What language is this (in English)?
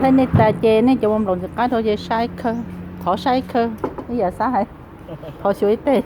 Hmong